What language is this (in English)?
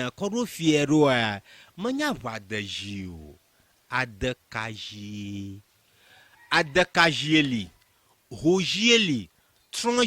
Ewe